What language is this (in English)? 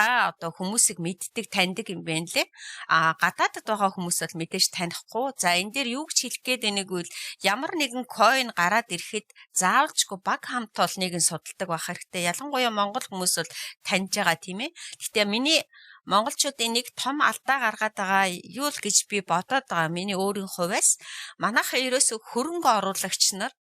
Mongolian